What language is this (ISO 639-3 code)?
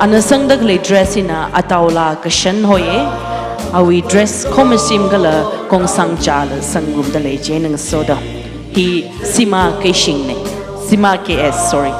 nmf